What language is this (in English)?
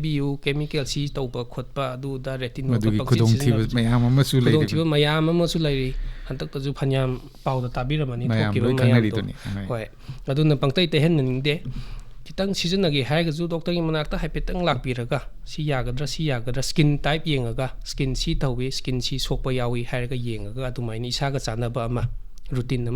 Manipuri